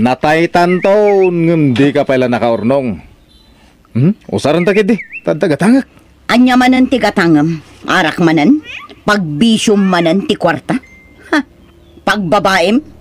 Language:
Iloko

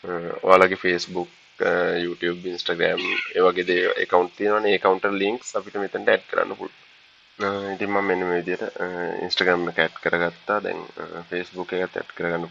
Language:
Sinhala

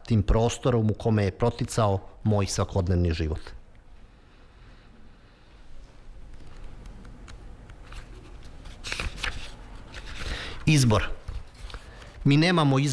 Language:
Serbian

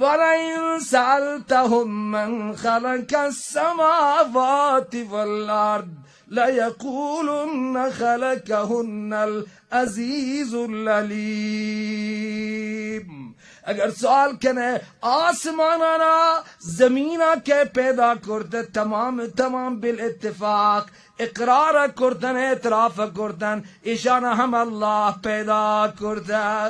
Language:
Baluchi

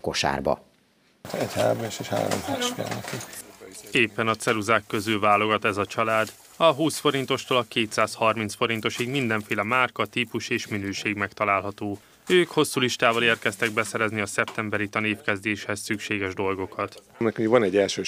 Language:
Hungarian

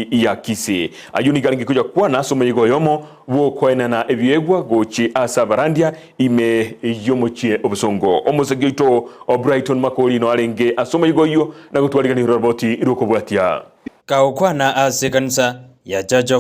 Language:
Gusii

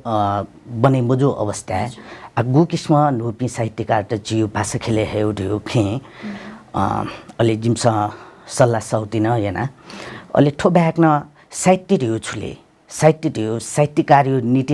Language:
Newari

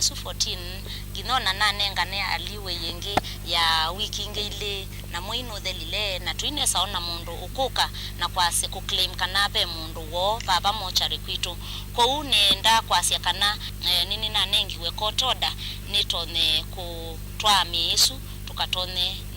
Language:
Kamba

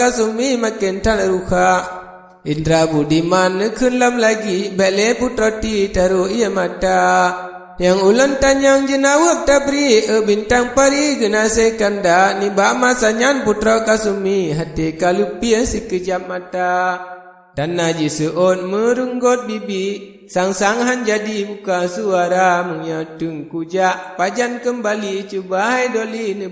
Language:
Achinese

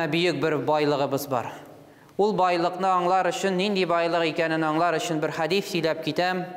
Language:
Tatar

